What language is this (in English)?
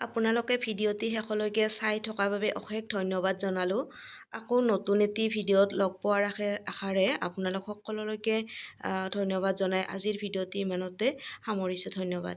Assamese